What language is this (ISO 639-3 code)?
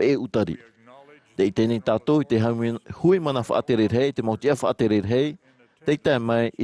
tah